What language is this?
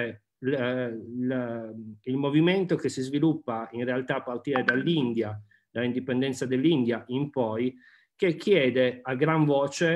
Italian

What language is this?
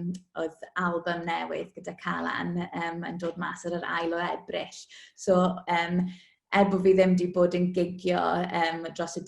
Welsh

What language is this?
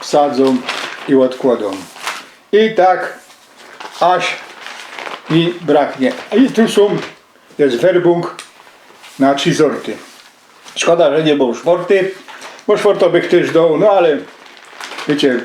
Silesian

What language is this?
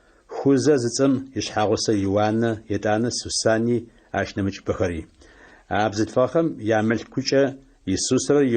Adyghe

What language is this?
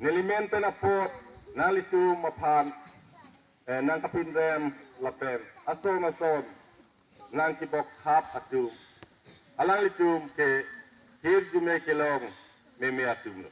Karbi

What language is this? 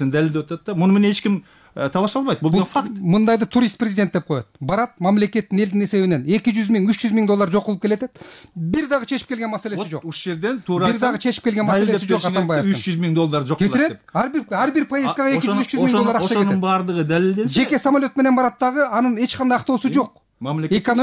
Kyrgyz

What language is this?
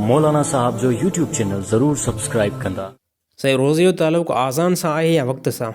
Sindhi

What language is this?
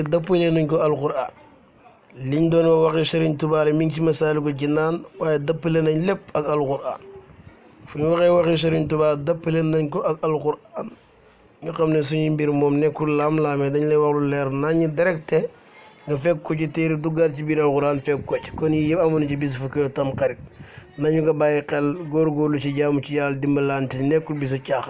Wolof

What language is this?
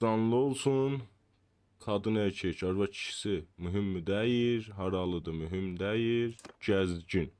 South Azerbaijani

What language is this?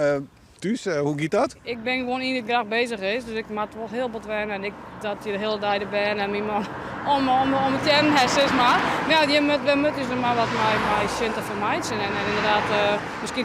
Western Frisian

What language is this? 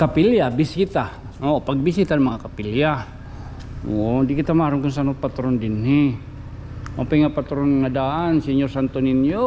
Waray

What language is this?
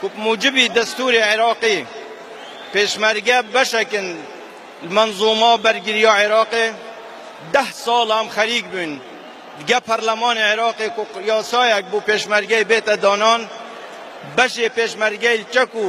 Kurdish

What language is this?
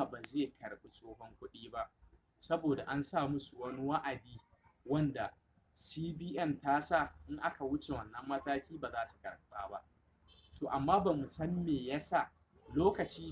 Hausa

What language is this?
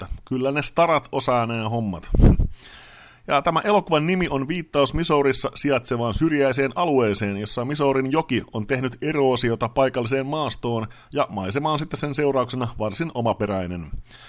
Finnish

